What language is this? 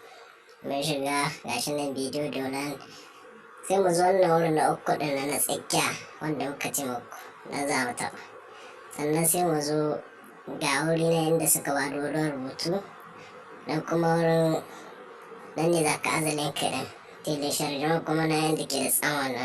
Hausa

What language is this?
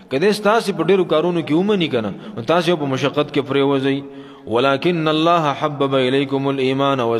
Pashto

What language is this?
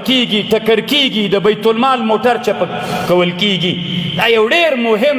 Pashto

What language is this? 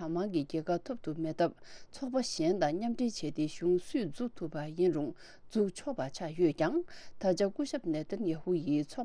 Tibetan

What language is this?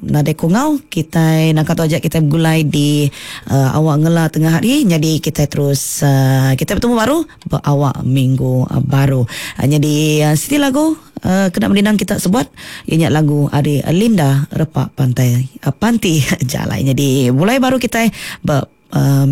Iban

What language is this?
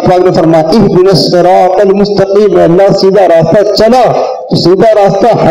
Urdu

